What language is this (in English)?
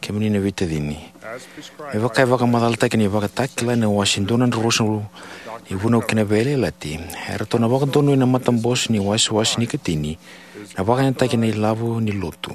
Fijian